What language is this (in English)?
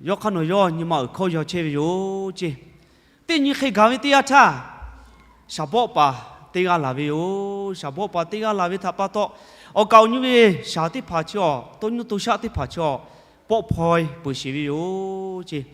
Lahu